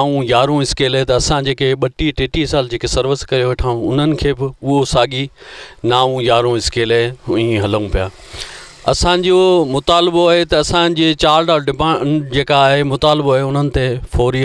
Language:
Sindhi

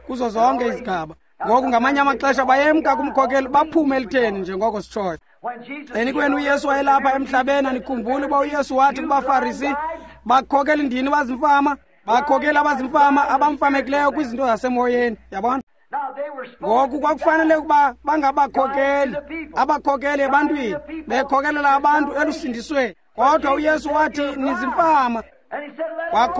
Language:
Xhosa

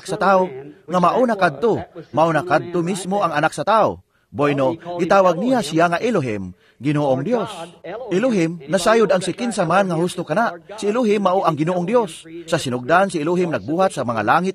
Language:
Cebuano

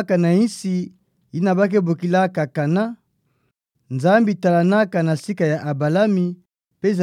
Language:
Kituba (Democratic Republic of Congo)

